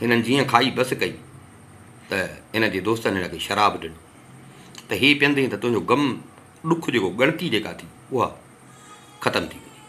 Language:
Sindhi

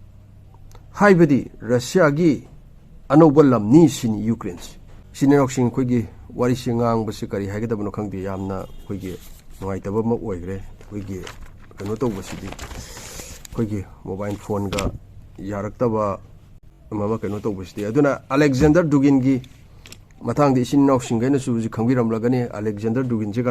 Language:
Manipuri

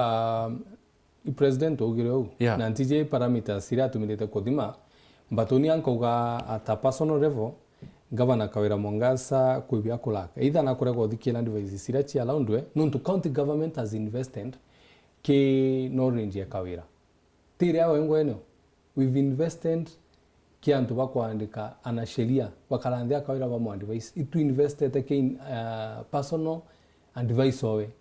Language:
Meru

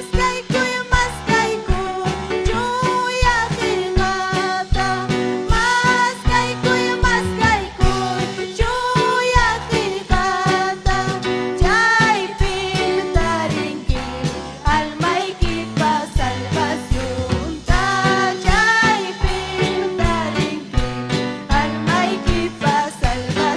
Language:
Ayacucho Quechua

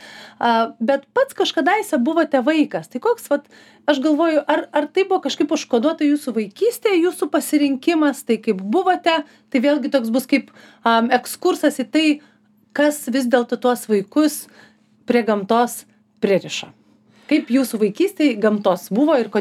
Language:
Lithuanian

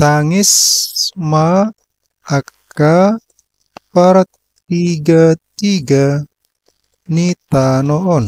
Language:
Batak Toba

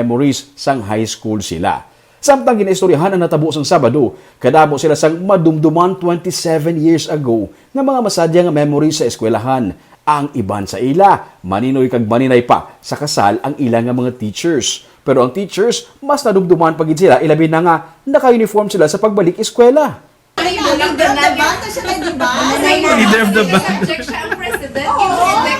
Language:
Hiligaynon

